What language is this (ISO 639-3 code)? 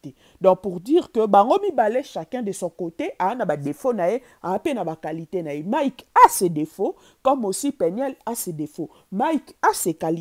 lin